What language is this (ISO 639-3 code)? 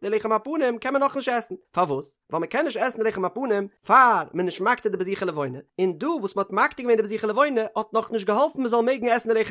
yid